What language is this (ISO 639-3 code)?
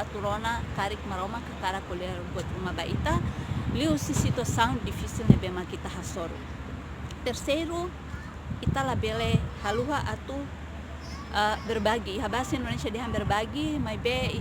tet